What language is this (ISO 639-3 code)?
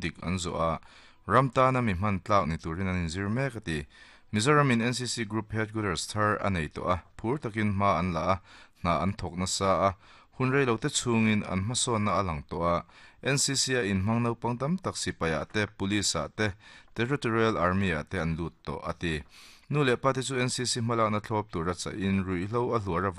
lus